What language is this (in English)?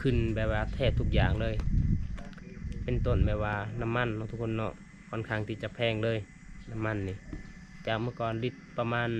Lao